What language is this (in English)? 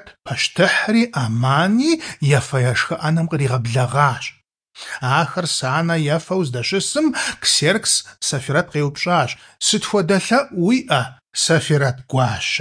Kabardian